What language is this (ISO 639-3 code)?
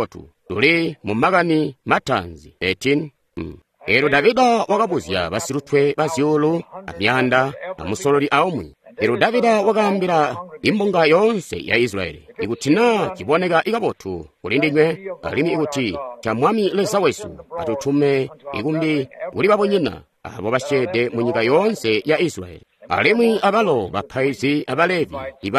toi